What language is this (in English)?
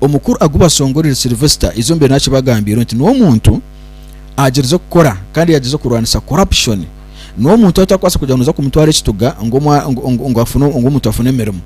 Nyankole